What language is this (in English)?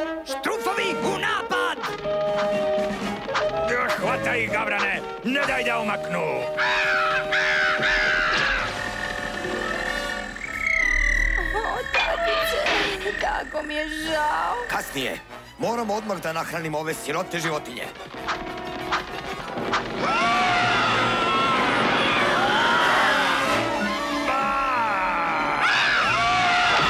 Serbian